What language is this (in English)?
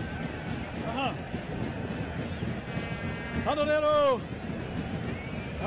Kinyarwanda